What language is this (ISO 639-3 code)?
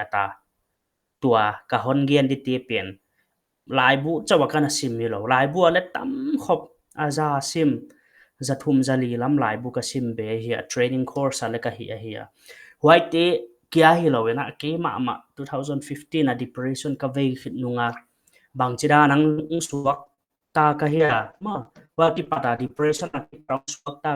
pck